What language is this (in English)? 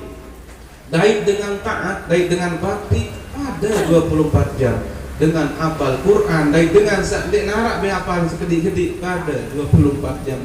Sasak